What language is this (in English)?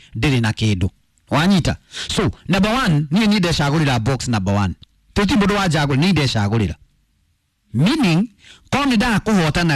Kikuyu